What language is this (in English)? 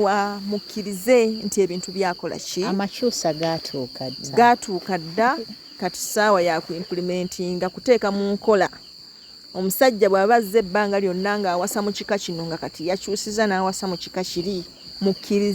Ganda